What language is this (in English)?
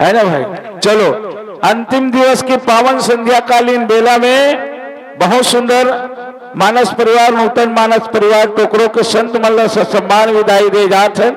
Chhattisgarhi